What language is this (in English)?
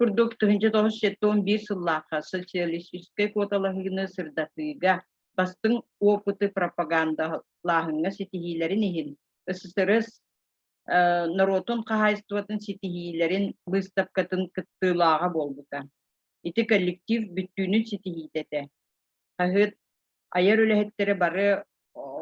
Yakut